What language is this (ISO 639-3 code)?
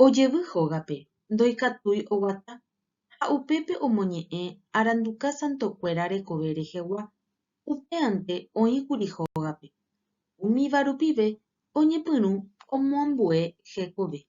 grn